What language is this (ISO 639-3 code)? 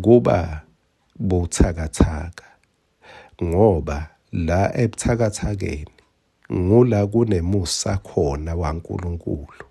ssw